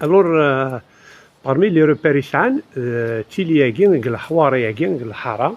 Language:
Kabyle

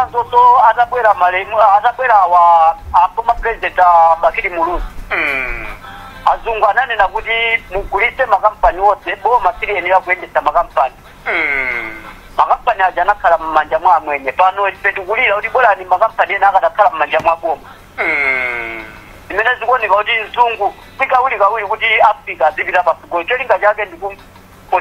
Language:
Nyanja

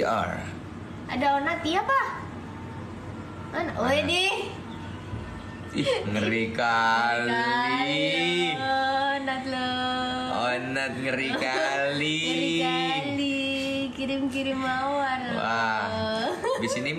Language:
Indonesian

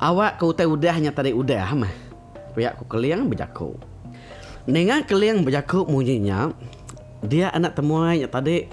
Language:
Iban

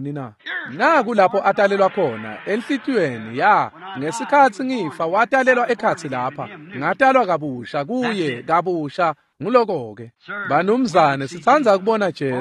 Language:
Swati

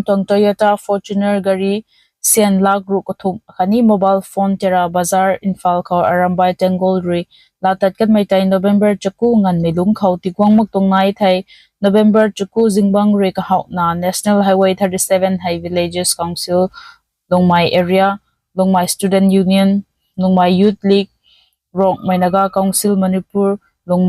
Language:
Rongmei Naga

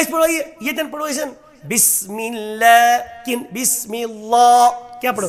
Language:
Kashmiri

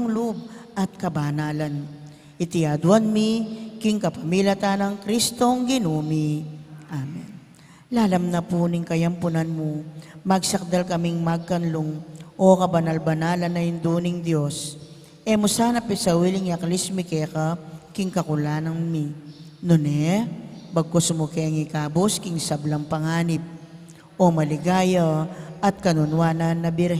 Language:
Pampanga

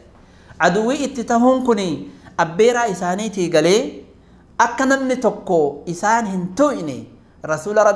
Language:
Oromo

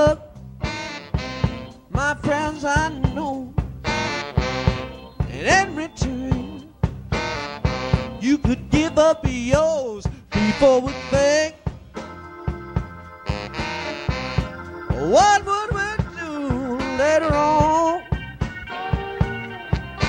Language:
English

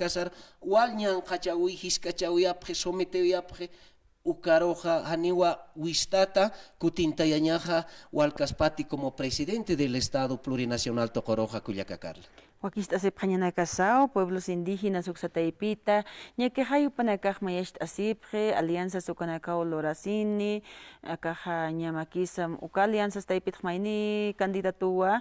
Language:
Aymara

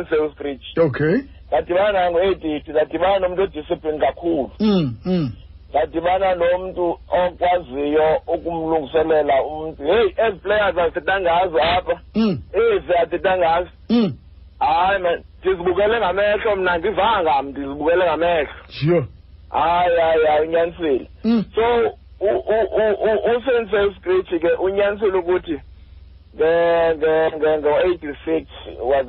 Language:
Xhosa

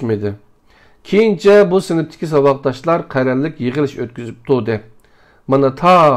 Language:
Uyghur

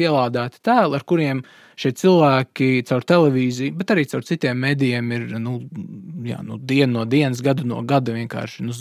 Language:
Latvian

